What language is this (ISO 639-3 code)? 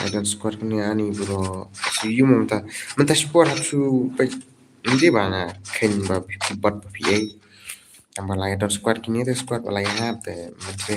kha